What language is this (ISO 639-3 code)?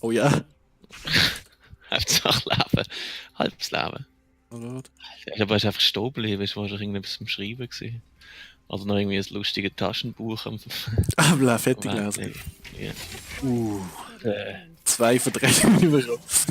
gsw